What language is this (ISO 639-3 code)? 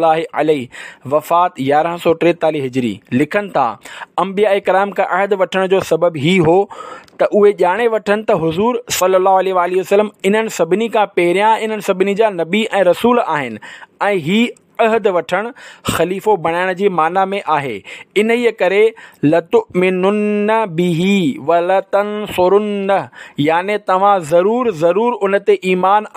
snd